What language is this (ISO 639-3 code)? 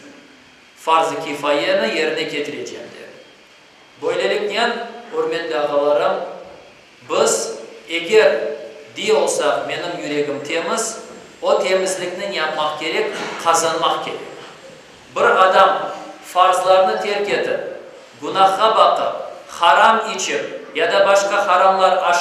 crh